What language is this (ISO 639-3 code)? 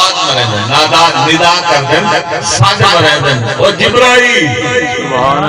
skr